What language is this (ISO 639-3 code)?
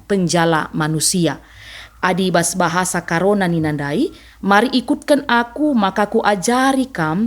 btx